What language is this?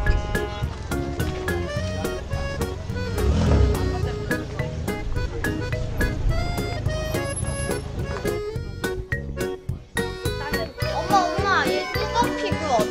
Korean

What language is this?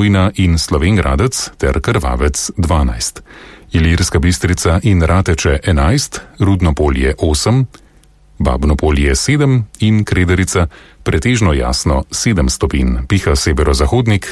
Slovenian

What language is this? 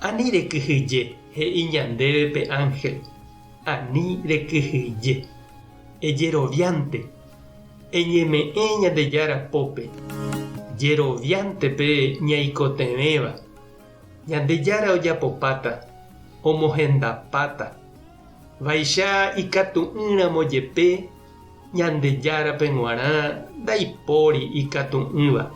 Guarani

